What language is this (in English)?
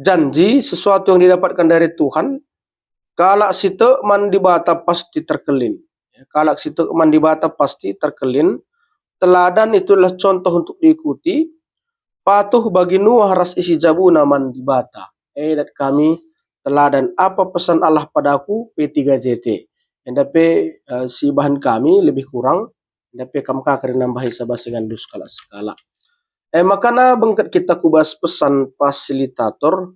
Batak Karo